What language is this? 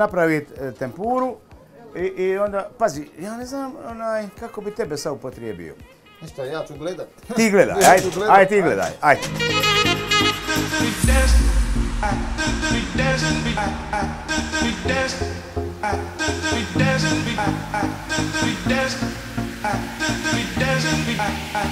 Croatian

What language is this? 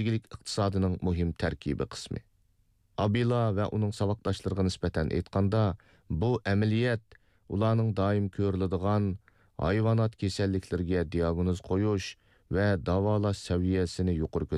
Uyghur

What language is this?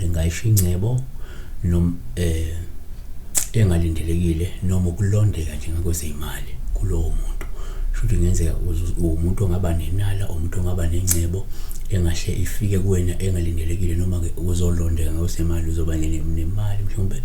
Zulu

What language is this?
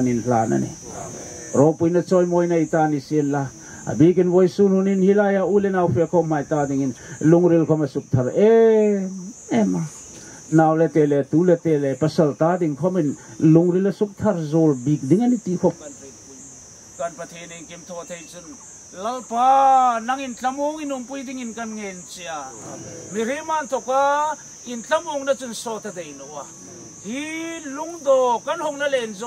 Hmar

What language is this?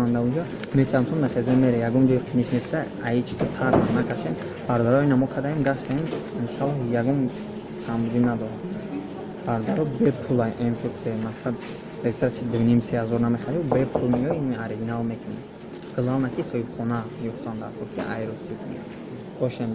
Tajik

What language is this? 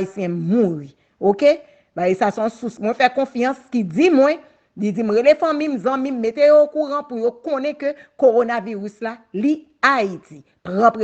Haitian Creole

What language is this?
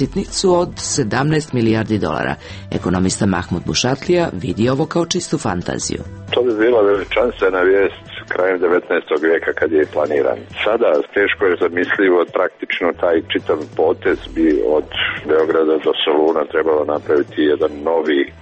Serbian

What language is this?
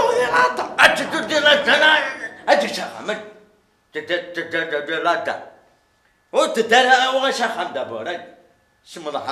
Kabyle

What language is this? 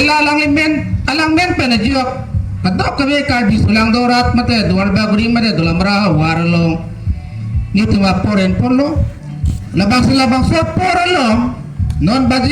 Karbi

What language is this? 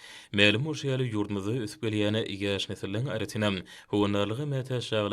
Turkmen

